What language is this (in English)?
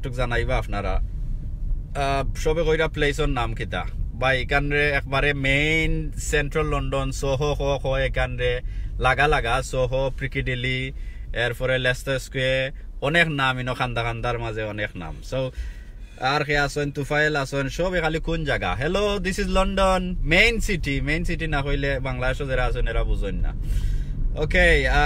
Sylheti